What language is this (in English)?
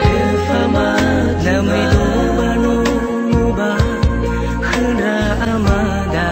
Nias